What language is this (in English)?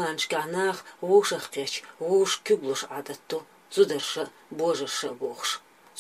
Chechen